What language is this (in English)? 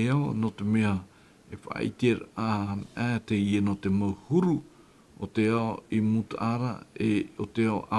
Tahitian